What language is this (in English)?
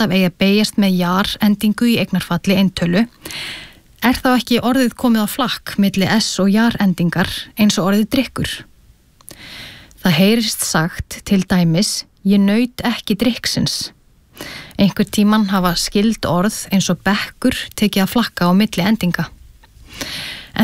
Icelandic